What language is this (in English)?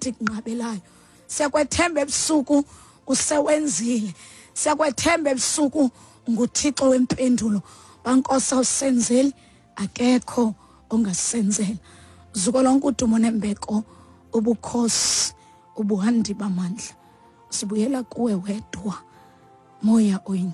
Xhosa